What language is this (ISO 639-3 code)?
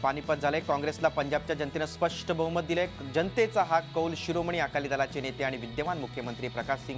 mar